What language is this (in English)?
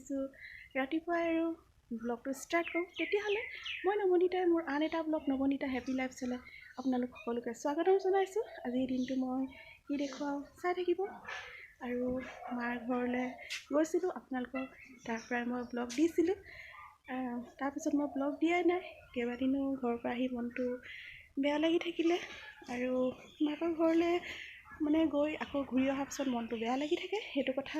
Assamese